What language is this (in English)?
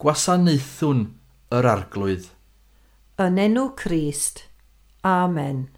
Welsh